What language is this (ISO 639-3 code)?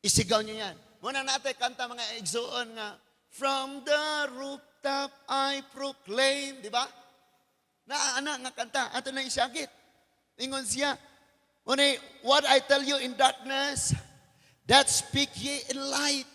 ceb